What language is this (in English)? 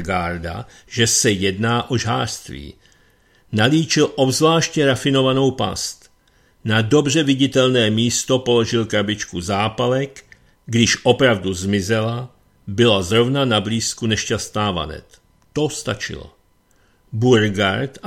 Czech